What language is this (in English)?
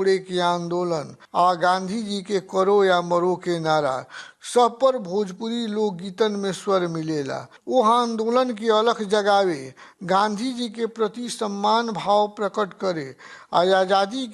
Bhojpuri